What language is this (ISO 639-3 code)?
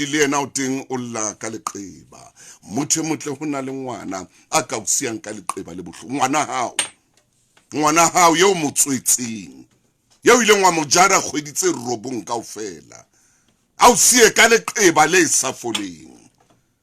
sot